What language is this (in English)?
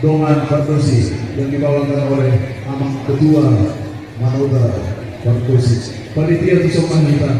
Batak Toba